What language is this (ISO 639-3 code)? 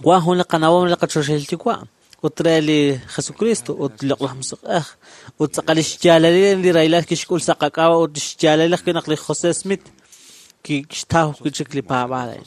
kek